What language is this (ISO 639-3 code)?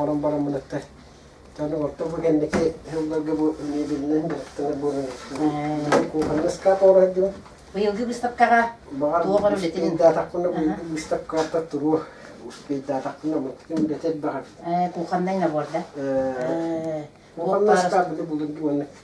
sah